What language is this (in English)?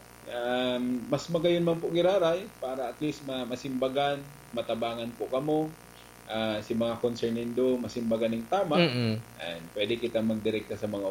Bikol